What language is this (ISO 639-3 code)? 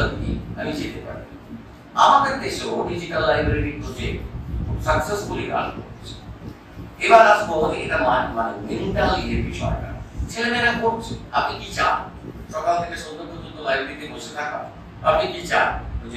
ben